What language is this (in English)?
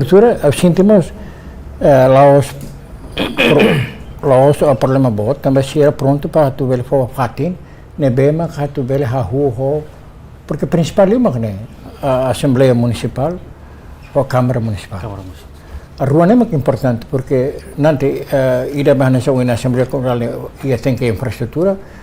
Tetum